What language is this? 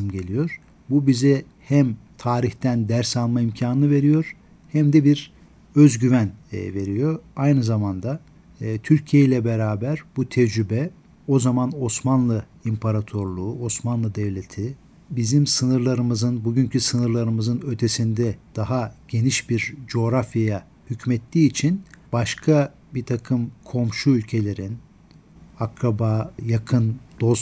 Turkish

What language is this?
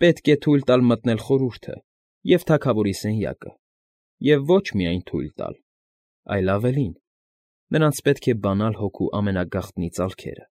Armenian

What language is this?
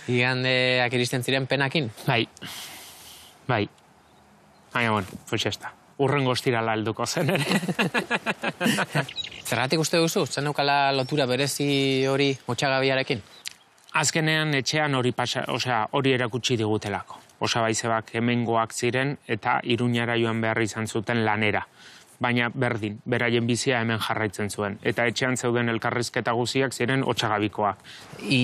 Basque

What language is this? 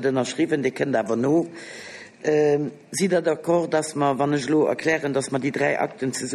Luxembourgish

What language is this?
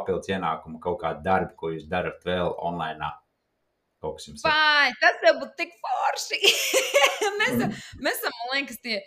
Latvian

